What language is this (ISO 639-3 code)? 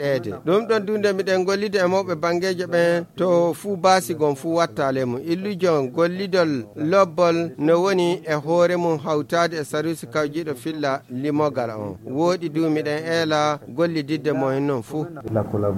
ful